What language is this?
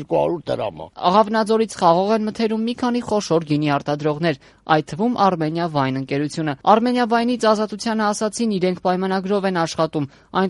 Armenian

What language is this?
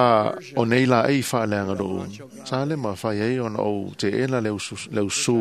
Samoan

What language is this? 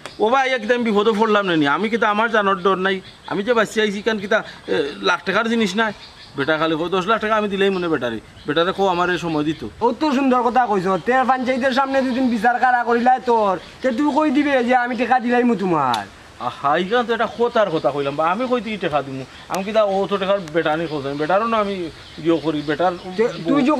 Sylheti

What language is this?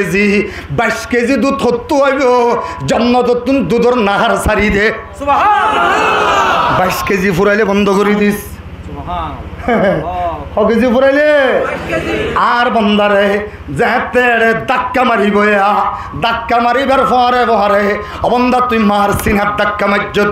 Rohingya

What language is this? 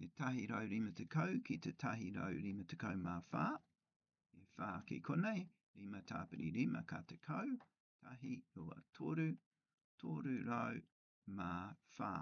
Māori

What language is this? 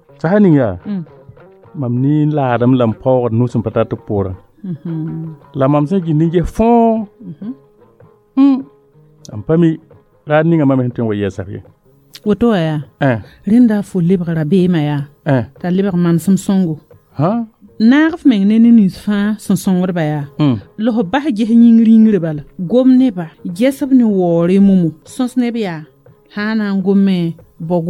Mossi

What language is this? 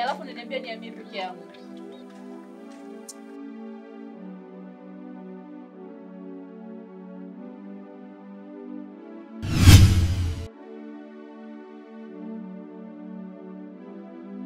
Swahili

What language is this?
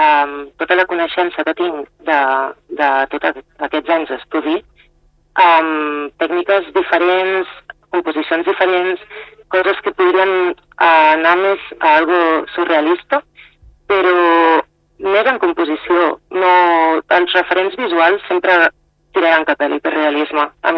Catalan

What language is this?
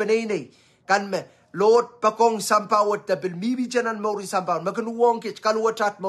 Pohnpeian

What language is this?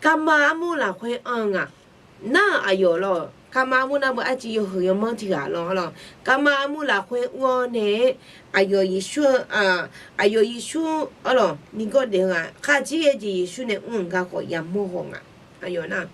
Akha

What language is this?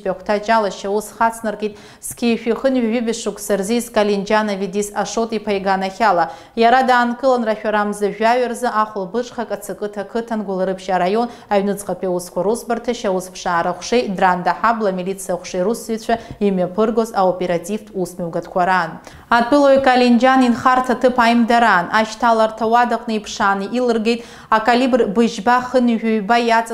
Abkhazian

